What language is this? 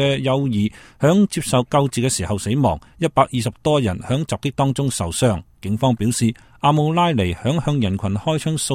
Cantonese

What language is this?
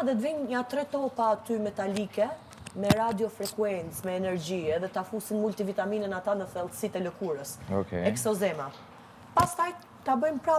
Albanian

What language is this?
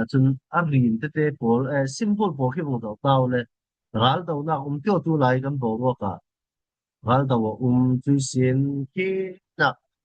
Falam Chin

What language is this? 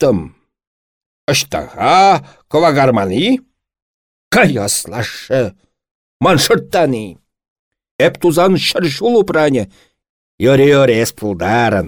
Chuvash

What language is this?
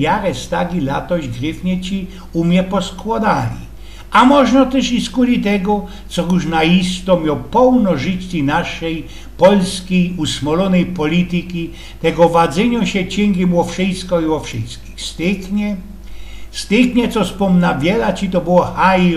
Silesian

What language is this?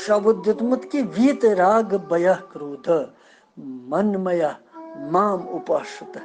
Kashmiri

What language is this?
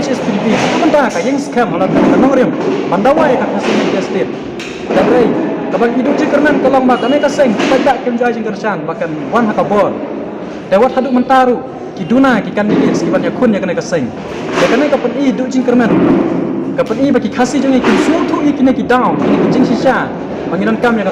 Khasi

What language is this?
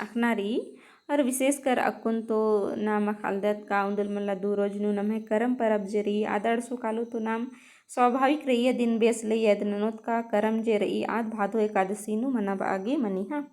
Kurukh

